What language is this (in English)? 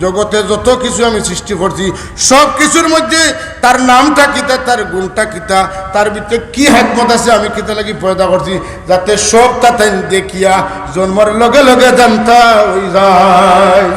Sylheti